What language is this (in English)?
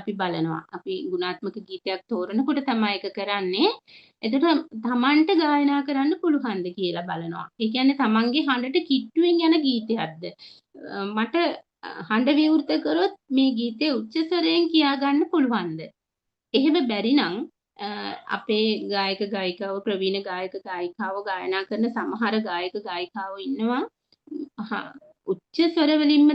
Sinhala